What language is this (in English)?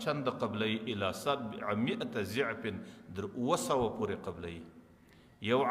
Pashto